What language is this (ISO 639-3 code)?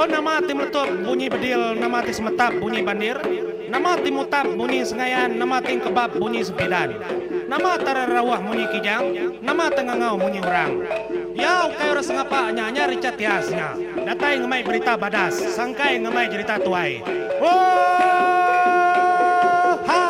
iba